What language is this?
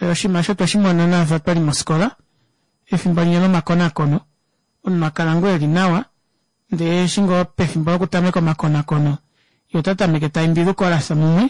Kuanyama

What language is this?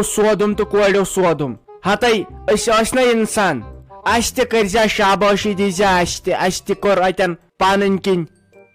Kashmiri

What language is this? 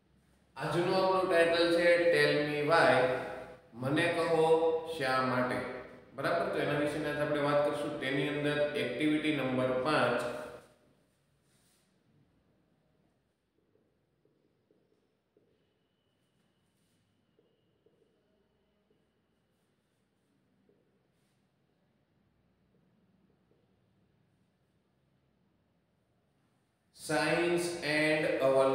Gujarati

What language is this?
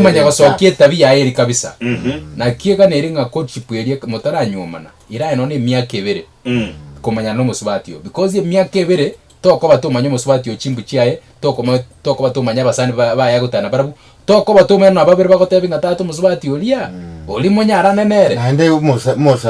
Gusii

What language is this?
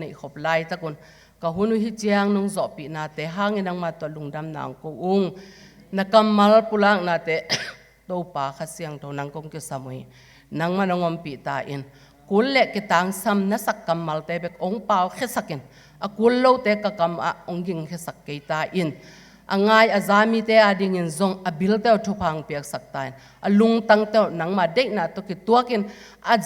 Tedim Chin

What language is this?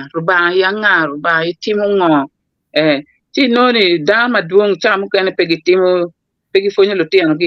Acoli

